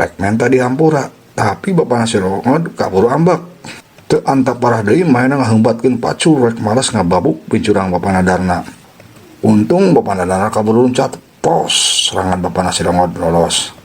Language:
Sundanese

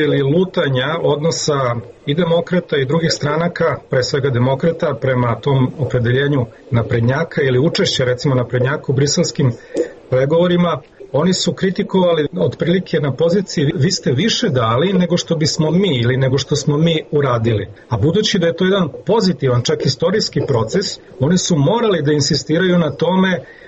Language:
Serbian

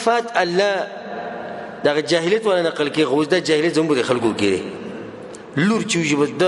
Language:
Pashto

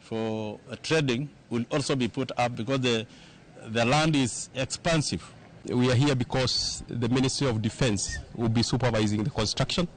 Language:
Luo (Kenya and Tanzania)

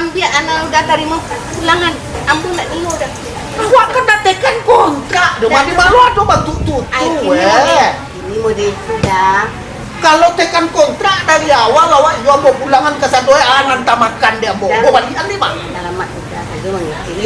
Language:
Minangkabau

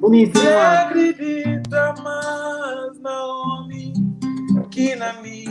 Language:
Kabuverdianu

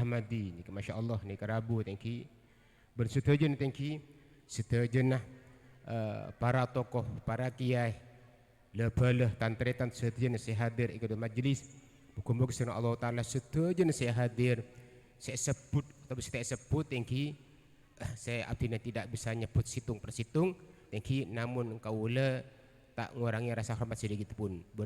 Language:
Madurese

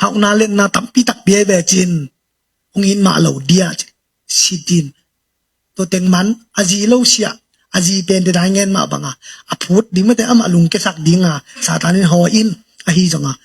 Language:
Tedim Chin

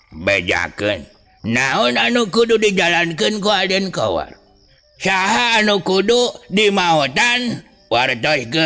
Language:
Sundanese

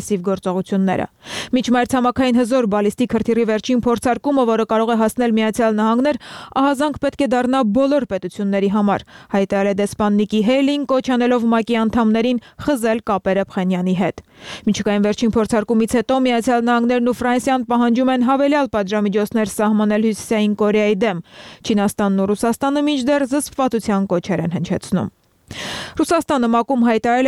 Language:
Armenian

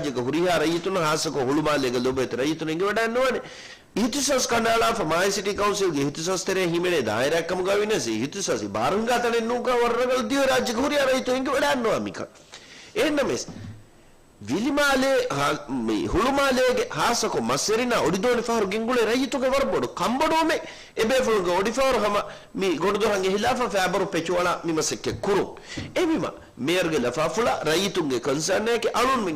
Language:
Divehi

